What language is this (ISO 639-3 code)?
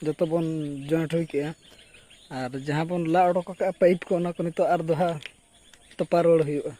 sat